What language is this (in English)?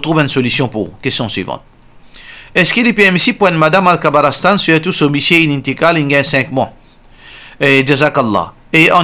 Morisyen